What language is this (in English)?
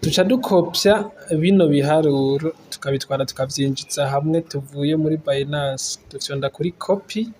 Rundi